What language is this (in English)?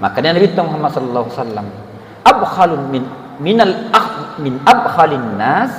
Buginese